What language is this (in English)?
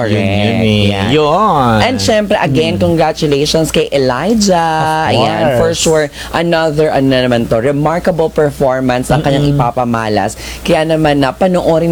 Filipino